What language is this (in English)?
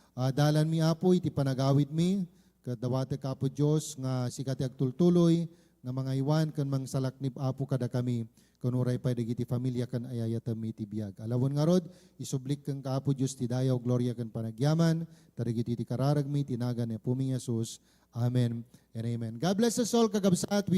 Iloko